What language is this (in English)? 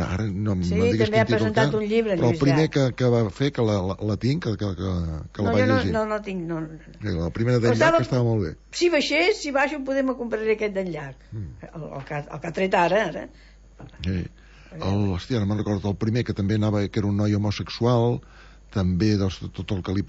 Catalan